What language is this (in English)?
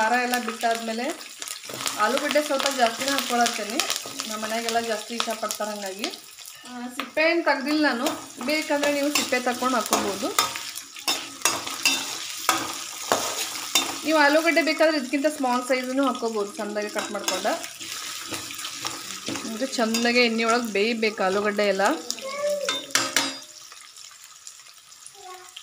Kannada